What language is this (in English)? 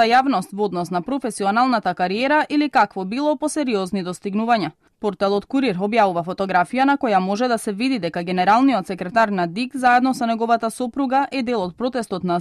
Macedonian